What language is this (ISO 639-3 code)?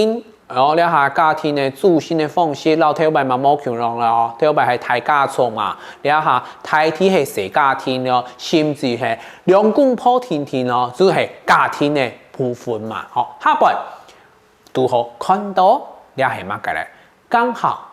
hak